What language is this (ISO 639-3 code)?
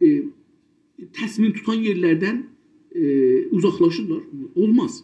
azb